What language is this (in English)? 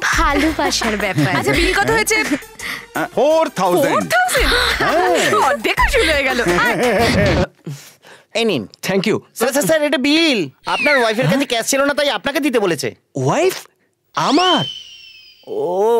Bangla